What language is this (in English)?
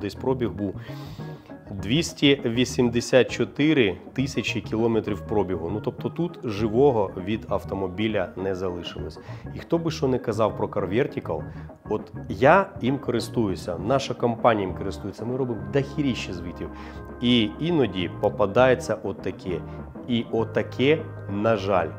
Ukrainian